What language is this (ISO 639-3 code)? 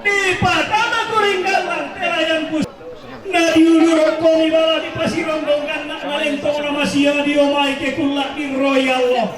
sda